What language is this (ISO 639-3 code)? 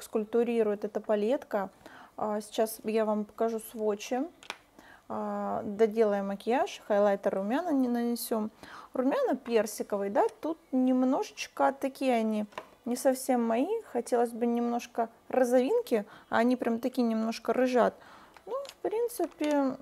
rus